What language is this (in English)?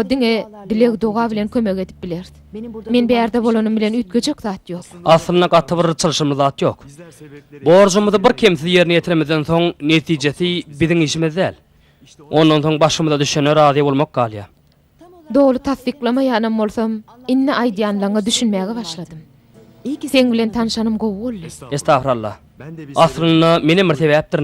Turkmen